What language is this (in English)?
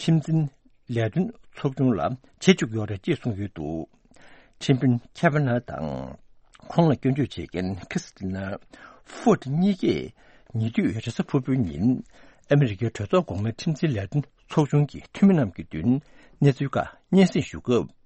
Tibetan